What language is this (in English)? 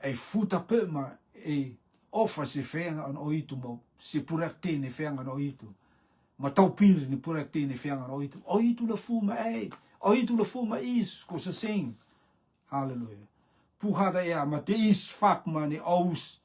Rotuman